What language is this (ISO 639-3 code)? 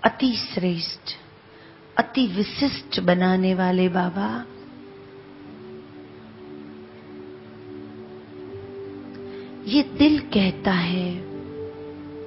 hin